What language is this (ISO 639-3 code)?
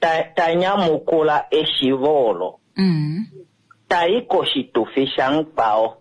kua